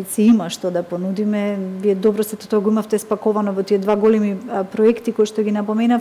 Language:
Macedonian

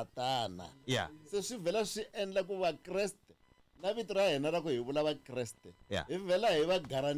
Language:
Tsonga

